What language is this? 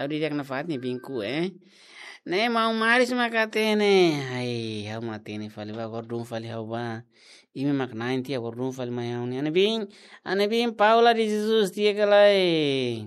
Tetum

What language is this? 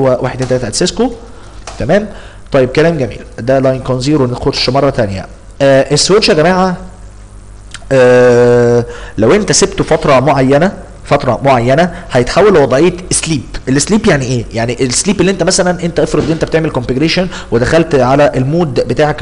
Egyptian Arabic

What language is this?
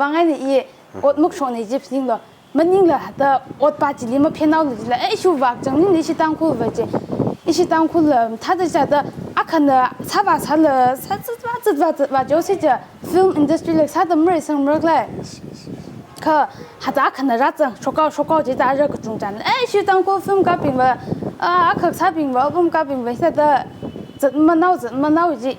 Tangkhul Naga (India)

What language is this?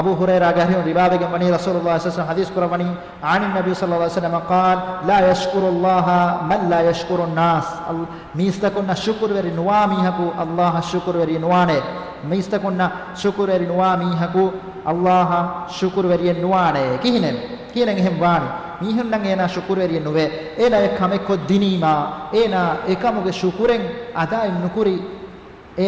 Divehi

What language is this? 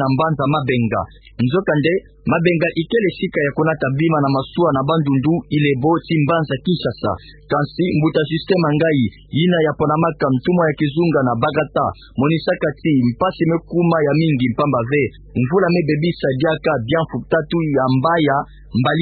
Kituba (Democratic Republic of Congo)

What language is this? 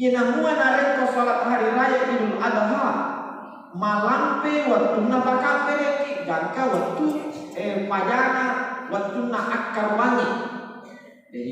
Buginese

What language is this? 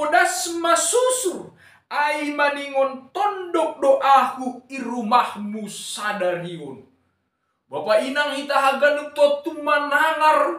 Batak Simalungun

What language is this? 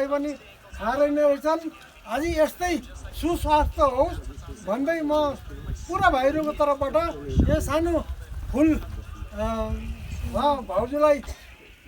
Nepali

